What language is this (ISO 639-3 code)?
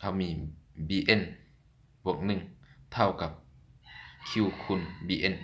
lao